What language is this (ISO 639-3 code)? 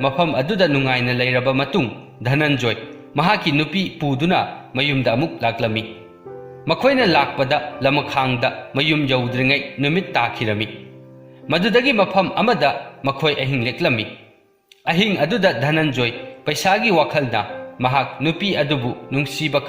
mni